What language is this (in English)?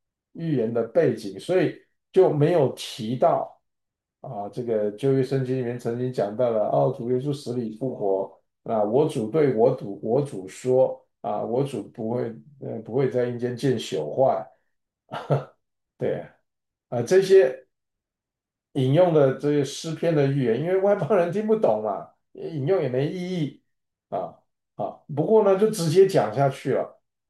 Chinese